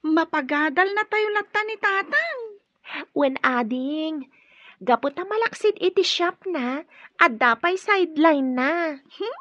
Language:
Iloko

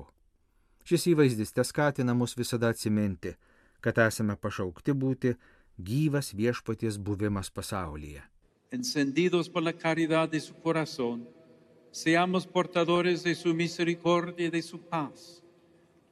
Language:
Lithuanian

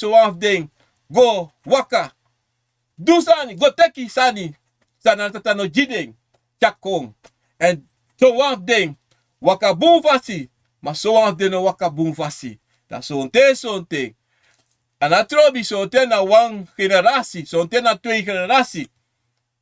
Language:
Sranan Tongo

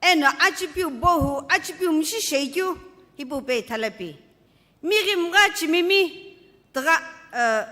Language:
Sumi Naga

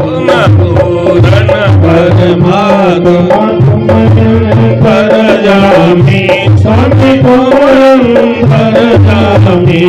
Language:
Dogri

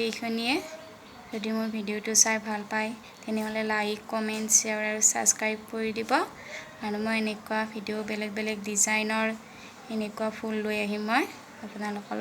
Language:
Assamese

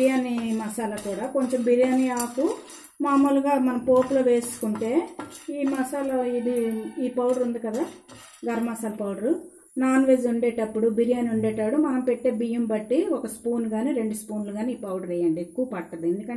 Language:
Telugu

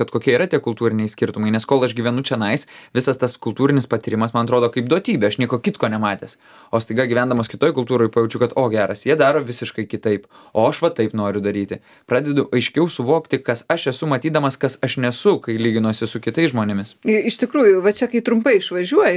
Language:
Lithuanian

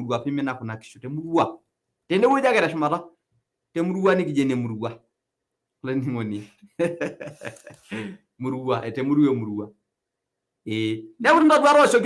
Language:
Masai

